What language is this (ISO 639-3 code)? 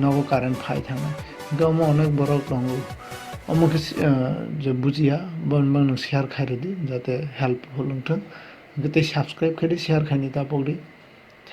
trp